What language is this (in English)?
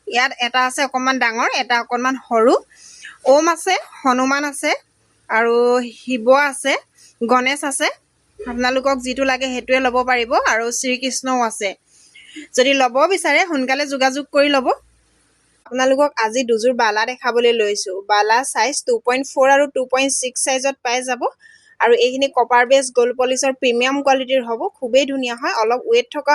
Assamese